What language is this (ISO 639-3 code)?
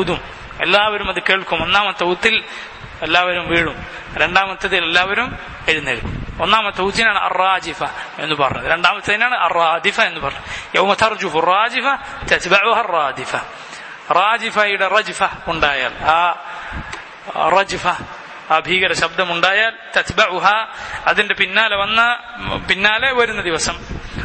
mal